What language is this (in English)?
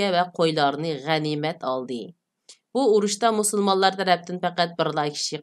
Uyghur